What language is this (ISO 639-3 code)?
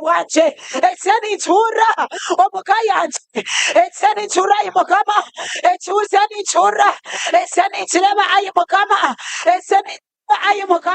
nyn